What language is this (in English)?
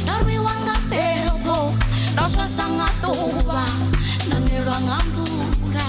Venda